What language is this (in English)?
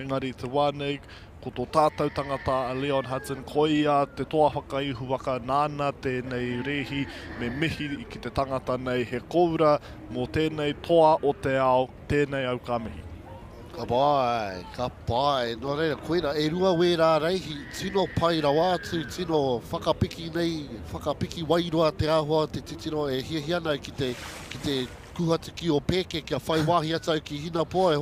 Māori